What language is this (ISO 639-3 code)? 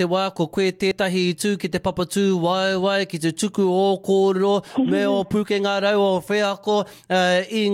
mri